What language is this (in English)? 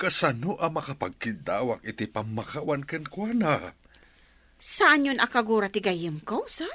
Iloko